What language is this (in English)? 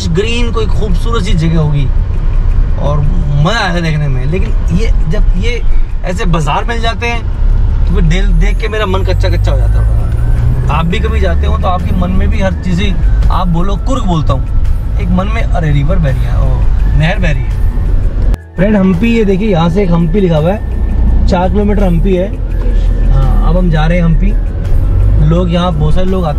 Hindi